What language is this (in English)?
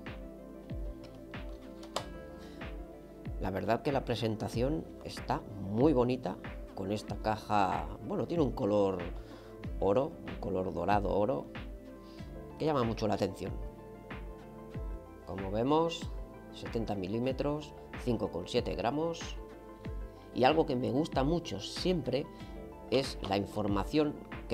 Spanish